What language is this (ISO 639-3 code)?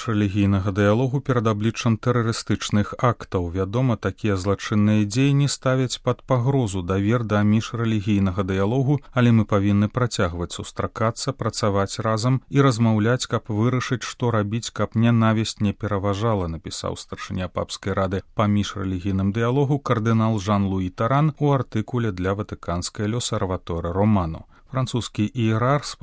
bel